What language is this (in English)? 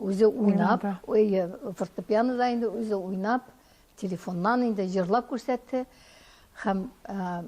Tatar